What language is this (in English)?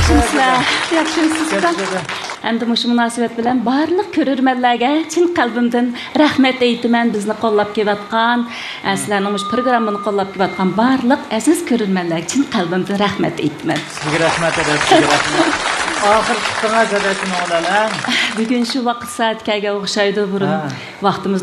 Uyghur